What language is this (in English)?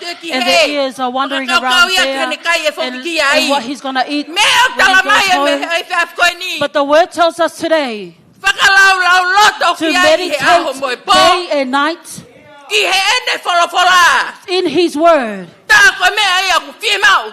Tongan